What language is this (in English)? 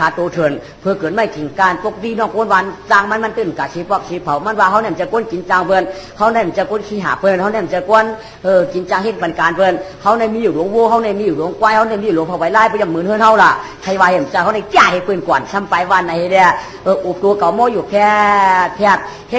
Shan